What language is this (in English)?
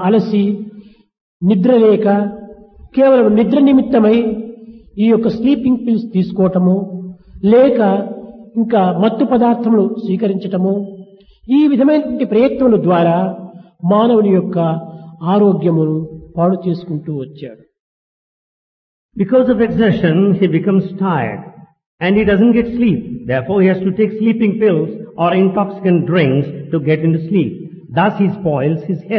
Telugu